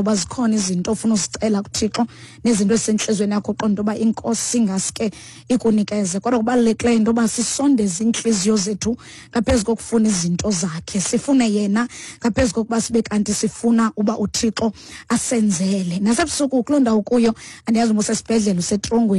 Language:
Xhosa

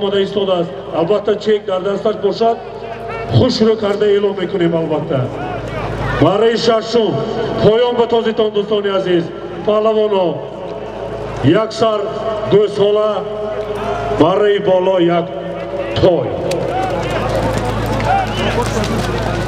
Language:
Tajik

